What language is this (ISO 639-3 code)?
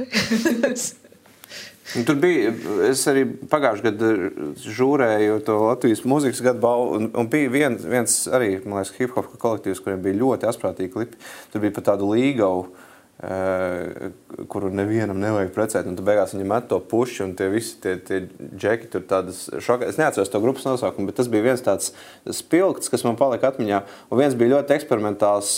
lav